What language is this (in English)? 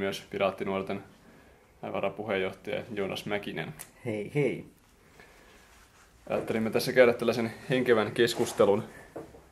Finnish